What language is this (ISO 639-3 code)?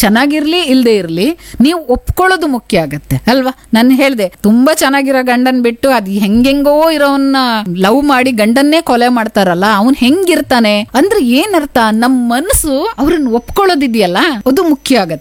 kan